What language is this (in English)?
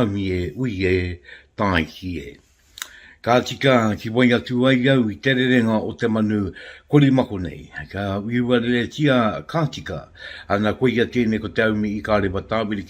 Māori